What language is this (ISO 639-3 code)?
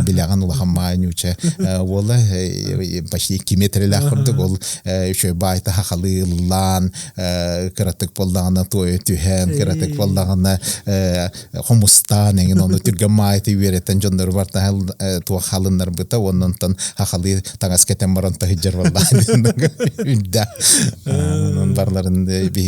sah